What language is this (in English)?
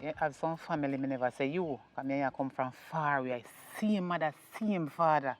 Jamaican Creole English